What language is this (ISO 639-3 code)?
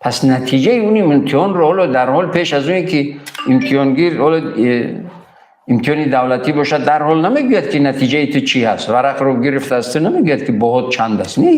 tgk